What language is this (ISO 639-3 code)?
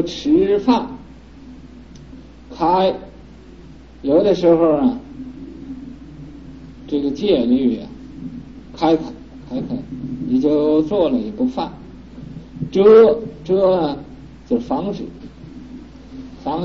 zho